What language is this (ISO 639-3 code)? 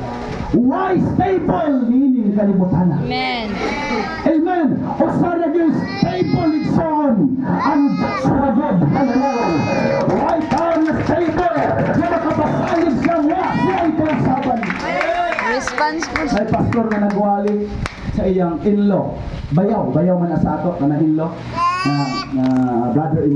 ceb